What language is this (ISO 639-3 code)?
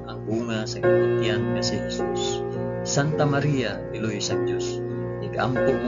hil